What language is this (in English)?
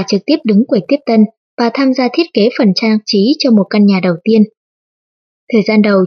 Vietnamese